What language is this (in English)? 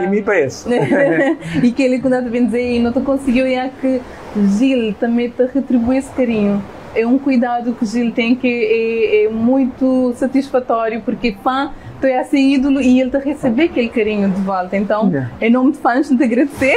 Kabuverdianu